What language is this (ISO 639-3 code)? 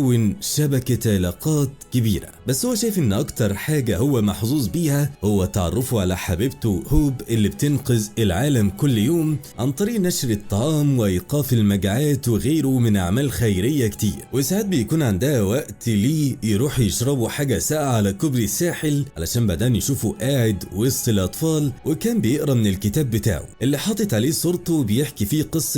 arz